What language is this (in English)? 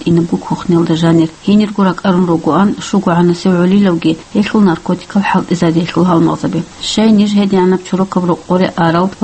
Avaric